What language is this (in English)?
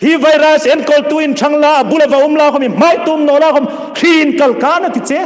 Hmar